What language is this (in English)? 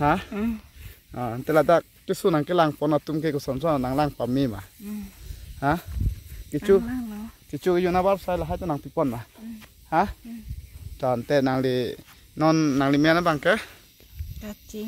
Karbi